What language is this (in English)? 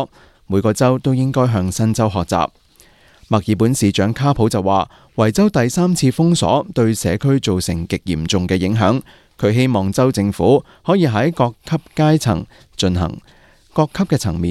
Cantonese